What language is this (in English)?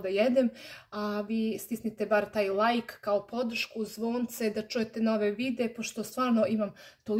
Serbian